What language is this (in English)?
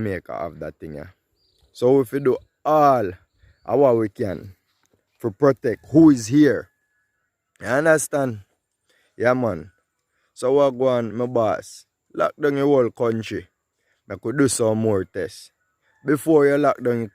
Jamaican Creole English